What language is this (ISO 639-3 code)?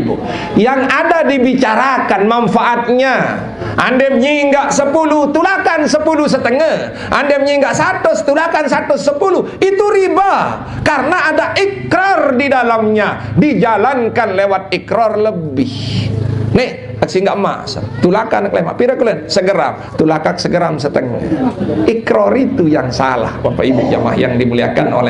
sas